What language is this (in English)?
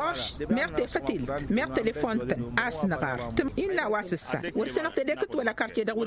Tamasheq